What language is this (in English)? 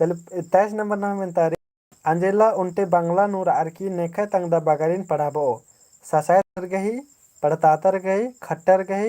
Kurukh